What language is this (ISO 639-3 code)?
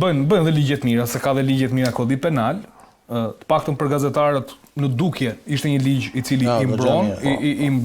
sqi